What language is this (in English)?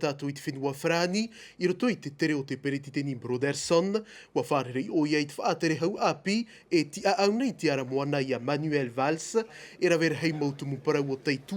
Tahitian